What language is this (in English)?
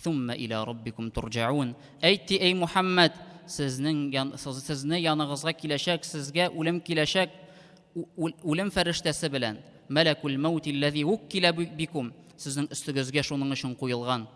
Tatar